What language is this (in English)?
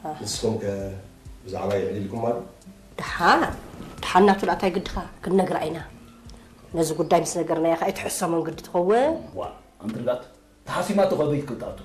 Tigrinya